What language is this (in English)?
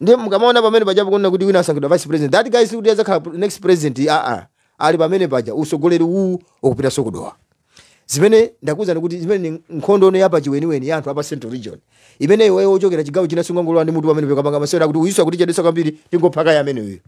Nyanja